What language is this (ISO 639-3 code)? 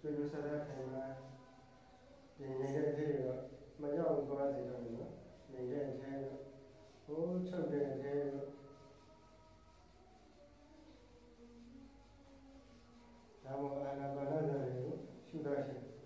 mya